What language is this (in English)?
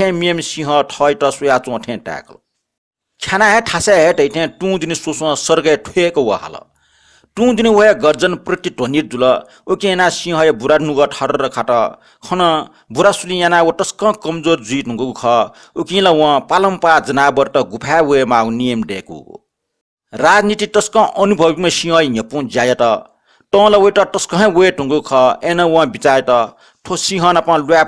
Newari